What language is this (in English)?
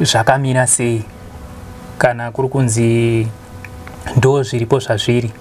Shona